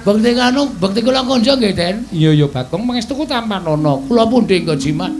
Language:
Javanese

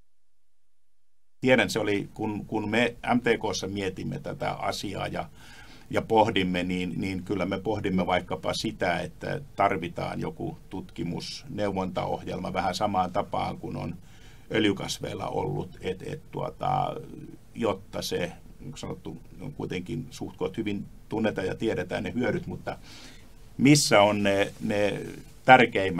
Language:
Finnish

